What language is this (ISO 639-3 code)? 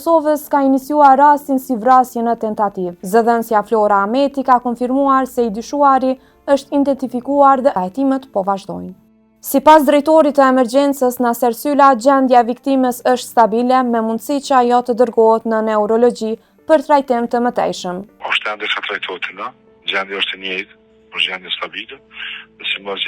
sqi